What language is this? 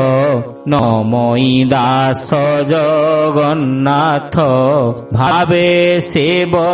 Odia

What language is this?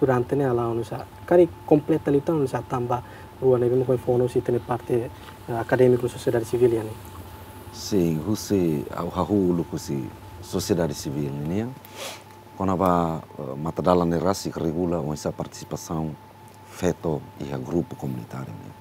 Tetum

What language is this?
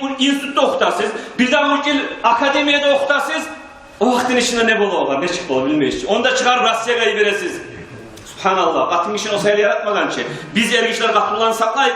Kumyk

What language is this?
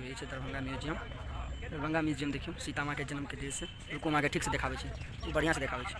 Maithili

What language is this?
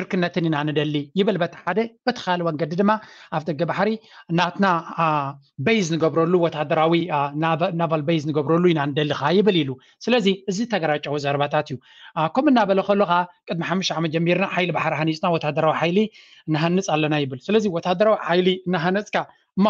Tigrinya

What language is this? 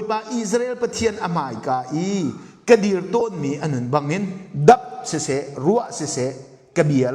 Hakha Chin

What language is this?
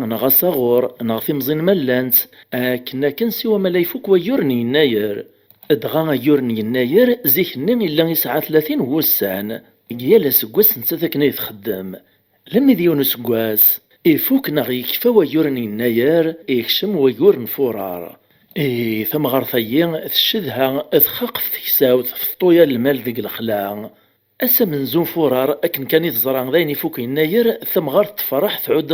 Kabyle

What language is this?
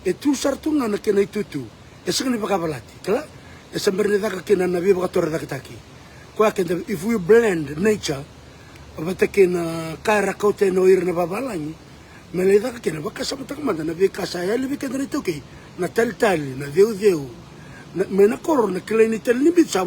Fijian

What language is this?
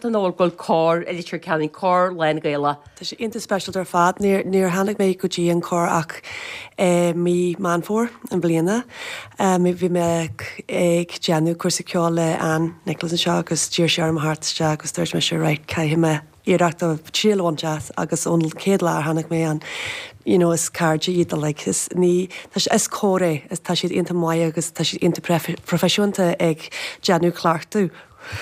Irish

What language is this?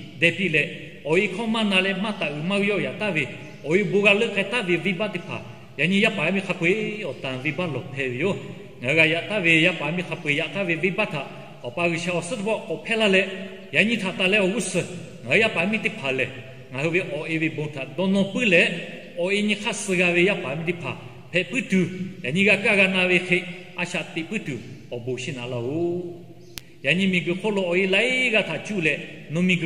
Lahu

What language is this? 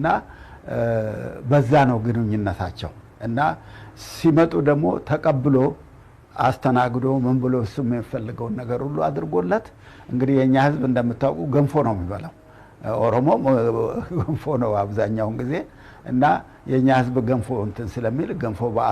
Amharic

